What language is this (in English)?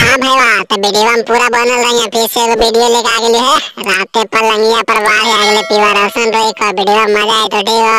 Magahi